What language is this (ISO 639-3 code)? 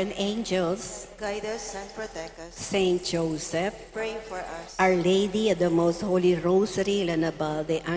pam